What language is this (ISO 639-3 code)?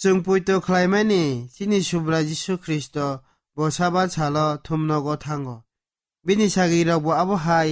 trp